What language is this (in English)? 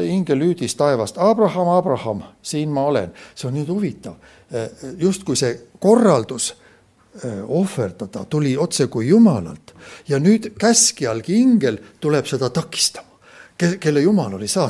Estonian